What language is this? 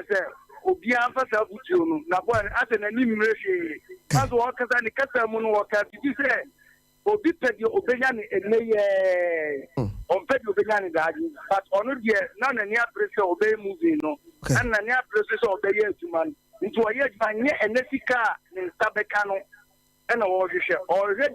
Akan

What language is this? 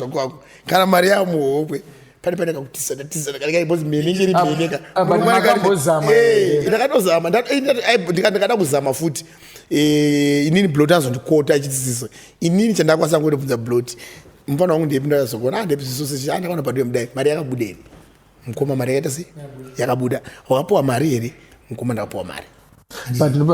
Shona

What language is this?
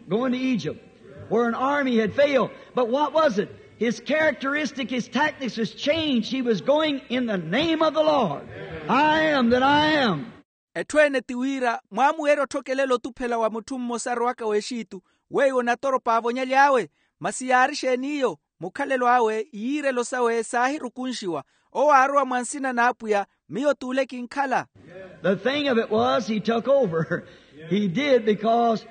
Makhuwa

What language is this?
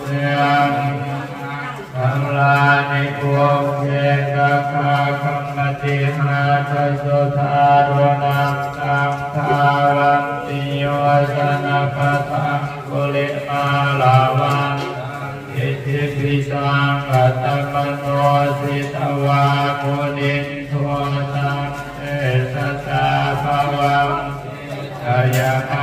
Pali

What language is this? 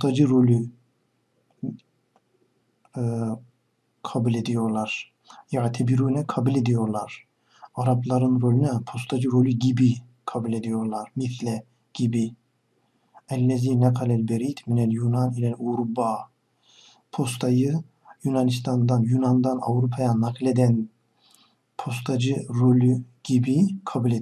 Turkish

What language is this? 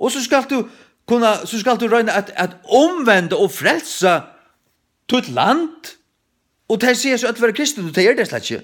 Faroese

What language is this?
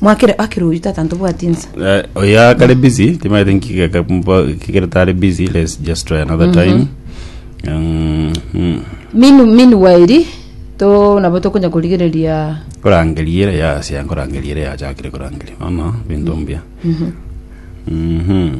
Gusii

